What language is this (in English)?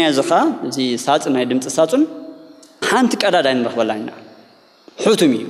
Tigrinya